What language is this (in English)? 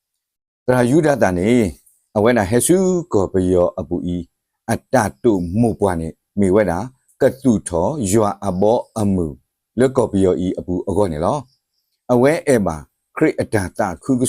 S'gaw Karen